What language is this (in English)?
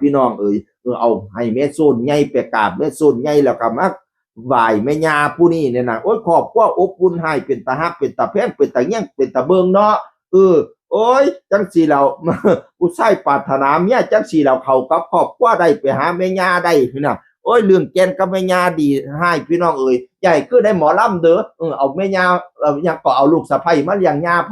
Northeastern Thai